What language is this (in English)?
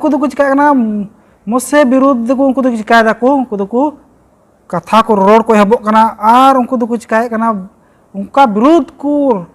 Santali